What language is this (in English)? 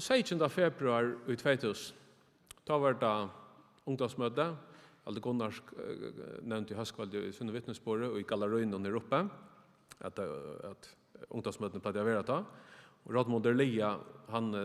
Faroese